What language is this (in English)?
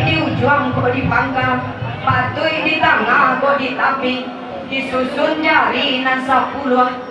Minangkabau